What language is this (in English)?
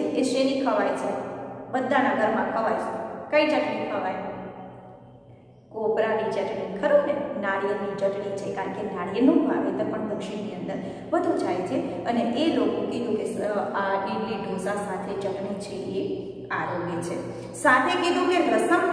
Gujarati